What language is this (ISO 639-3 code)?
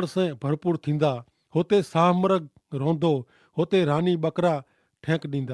kfr